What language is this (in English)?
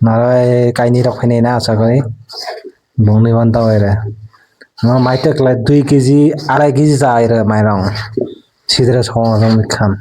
Kok Borok